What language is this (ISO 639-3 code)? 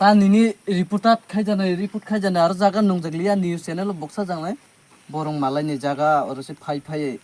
trp